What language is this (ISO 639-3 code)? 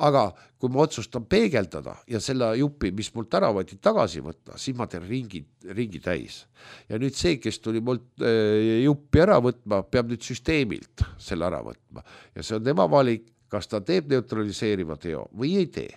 est